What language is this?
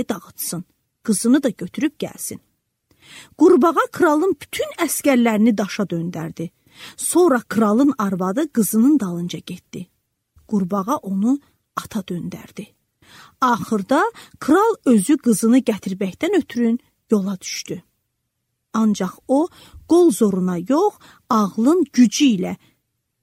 Azerbaijani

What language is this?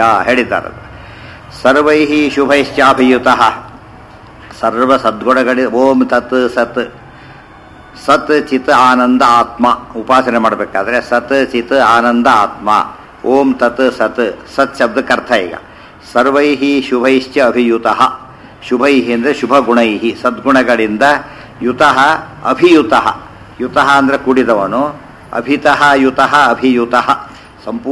Kannada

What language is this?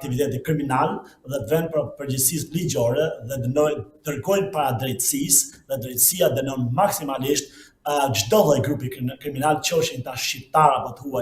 Albanian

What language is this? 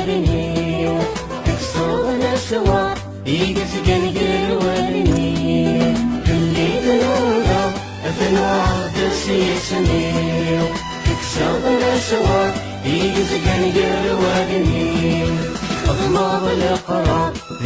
Kabyle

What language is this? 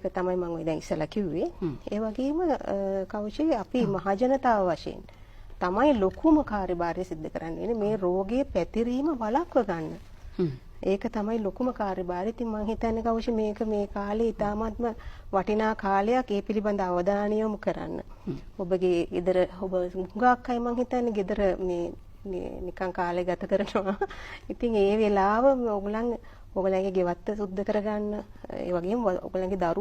Sinhala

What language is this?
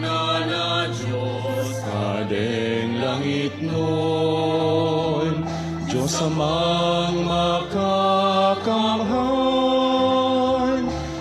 Bikol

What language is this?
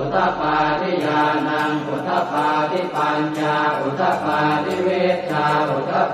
Pali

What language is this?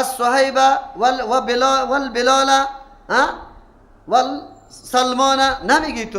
Persian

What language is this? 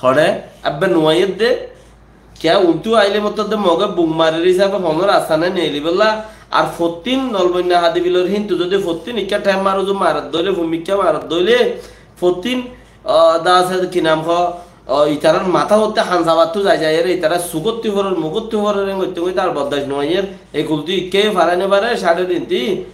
Rohingya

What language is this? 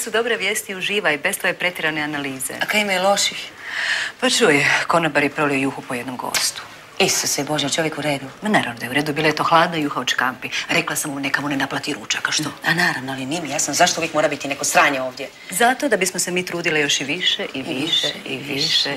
Croatian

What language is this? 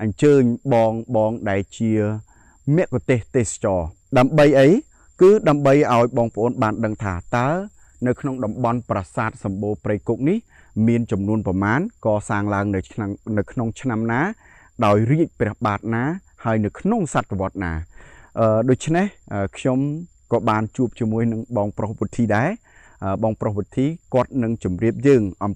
Khmer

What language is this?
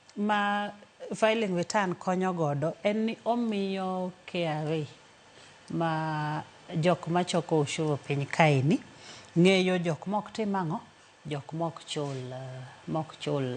Luo (Kenya and Tanzania)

